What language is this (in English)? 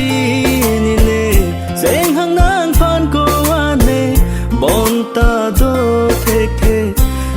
Karbi